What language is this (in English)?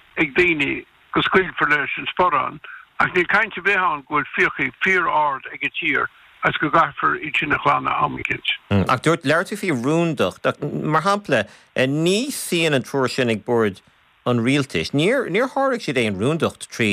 Irish